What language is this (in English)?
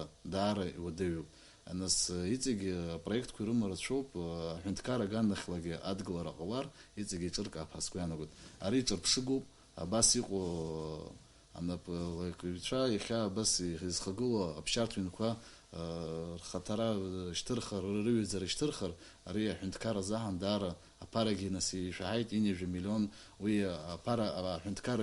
Abkhazian